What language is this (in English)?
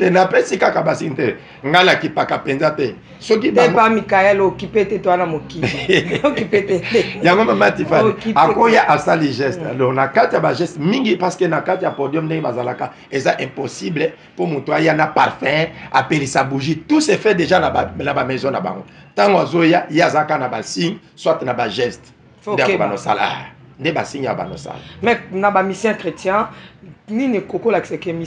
Lingala